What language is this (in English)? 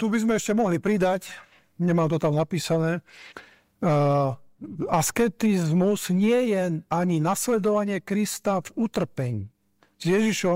Slovak